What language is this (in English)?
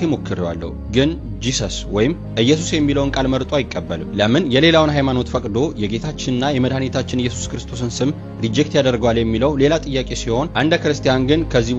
Amharic